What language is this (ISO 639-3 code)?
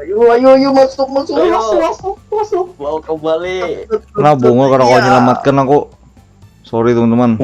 bjn